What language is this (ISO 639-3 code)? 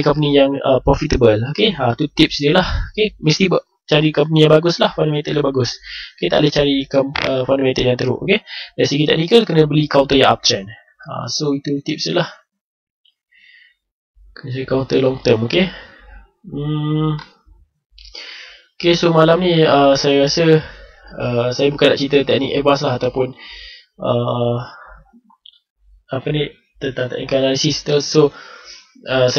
msa